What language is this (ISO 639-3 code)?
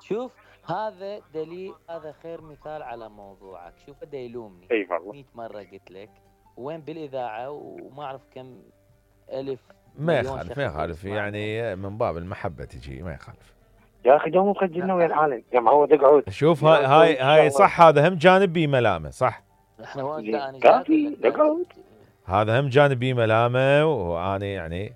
acm